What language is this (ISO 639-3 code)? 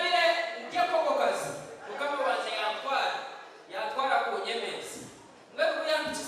nyn